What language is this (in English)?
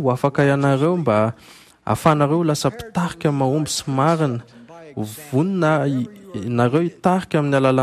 Malagasy